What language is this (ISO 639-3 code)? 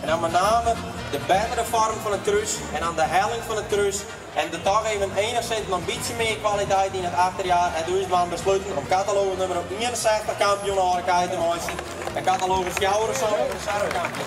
fry